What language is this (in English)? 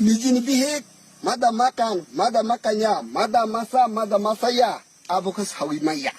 Kok Borok